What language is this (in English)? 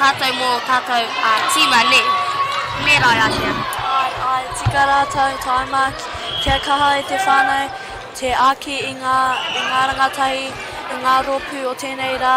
Māori